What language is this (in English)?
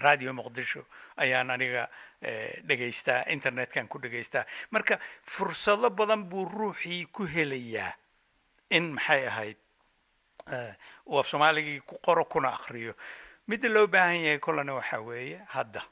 Somali